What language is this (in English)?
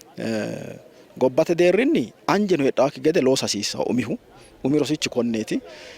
Sidamo